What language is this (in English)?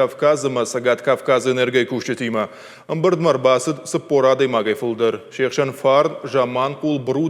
Ossetic